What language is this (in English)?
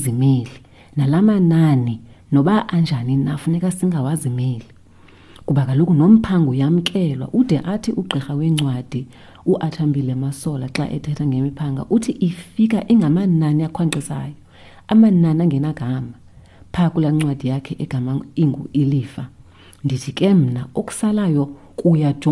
Xhosa